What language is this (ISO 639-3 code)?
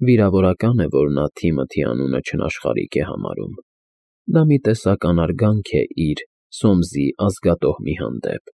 hye